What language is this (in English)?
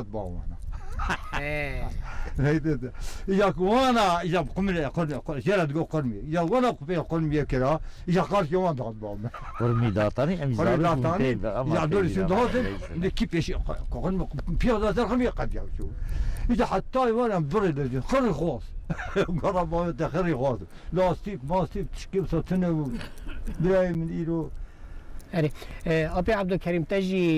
Kurdish